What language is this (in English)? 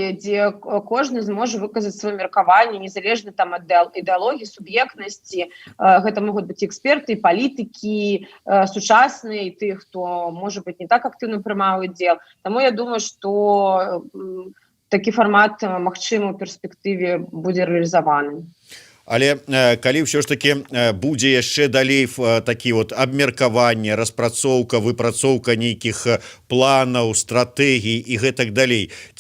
Belarusian